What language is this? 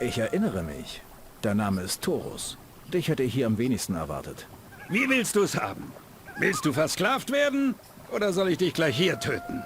Bavarian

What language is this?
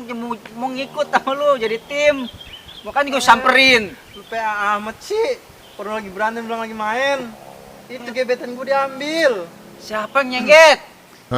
Betawi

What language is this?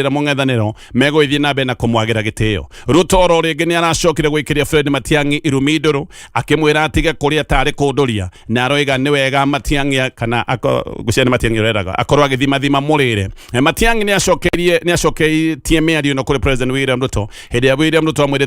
Kikuyu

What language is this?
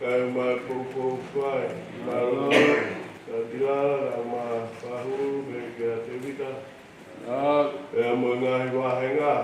Tongan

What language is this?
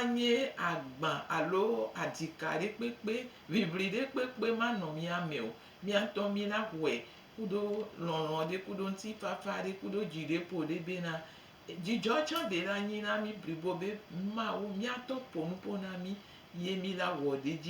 Gen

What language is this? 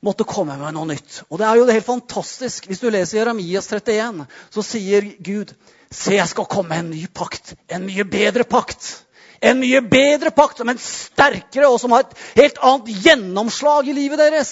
Norwegian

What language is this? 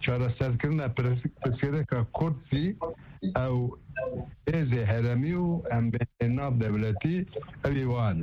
Kurdish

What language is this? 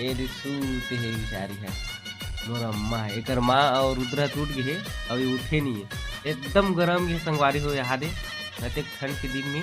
Chhattisgarhi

